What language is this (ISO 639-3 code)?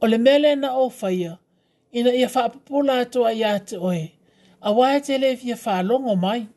smo